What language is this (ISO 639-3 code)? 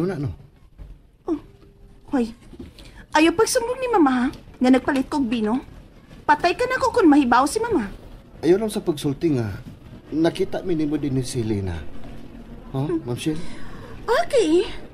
ceb